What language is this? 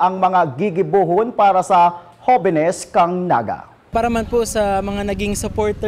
Bikol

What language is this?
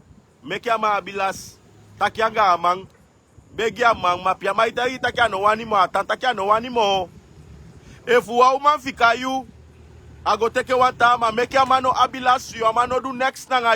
Sranan Tongo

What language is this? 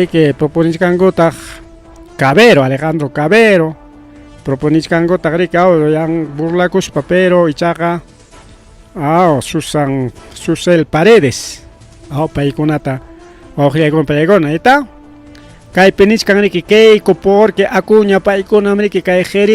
Ayacucho Quechua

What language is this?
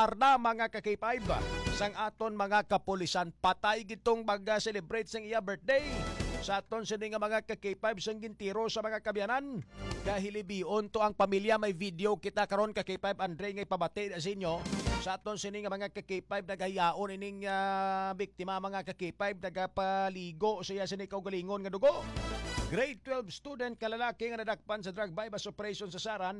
Hiligaynon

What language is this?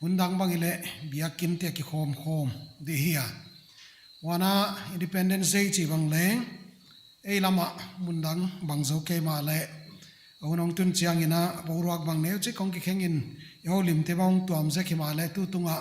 Paite Chin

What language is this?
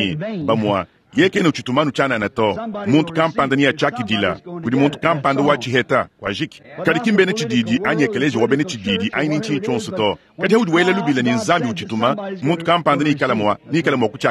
Luba-Lulua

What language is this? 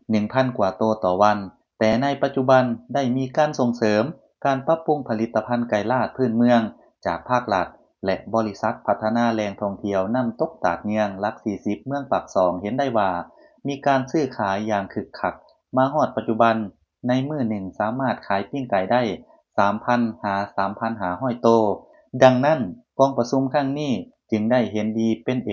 Lao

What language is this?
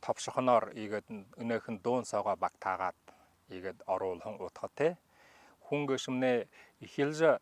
Buriat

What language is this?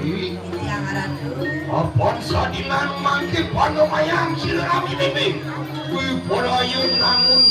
Balinese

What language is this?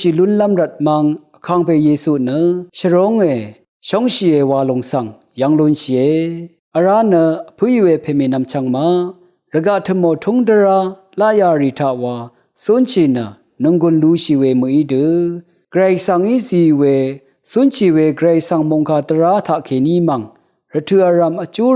Rawang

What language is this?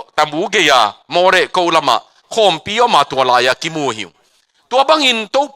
Tedim Chin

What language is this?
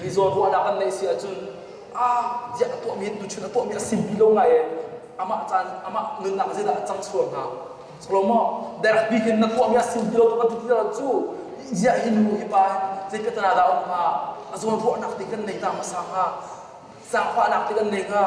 Hakha Chin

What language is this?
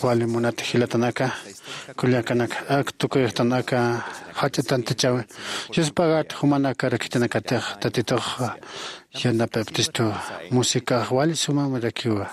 Aymara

